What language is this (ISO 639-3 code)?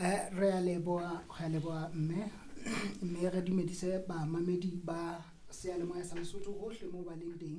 sot